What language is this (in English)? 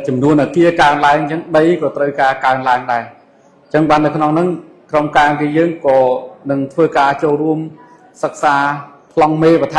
Khmer